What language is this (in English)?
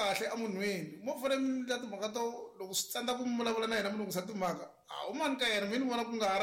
Tsonga